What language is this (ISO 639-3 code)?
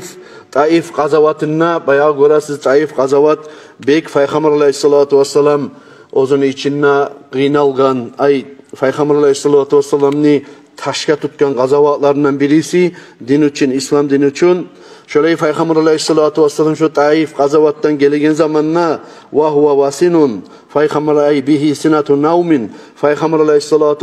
kum